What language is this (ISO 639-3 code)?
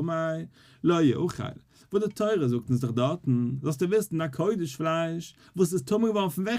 yid